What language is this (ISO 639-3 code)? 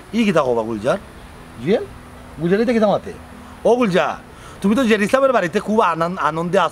syl